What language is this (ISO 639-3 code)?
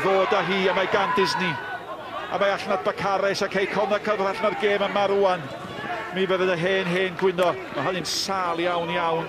cym